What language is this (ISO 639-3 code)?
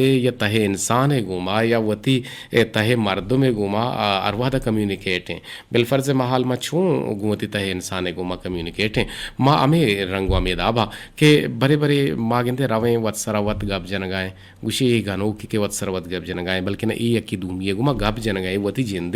bgp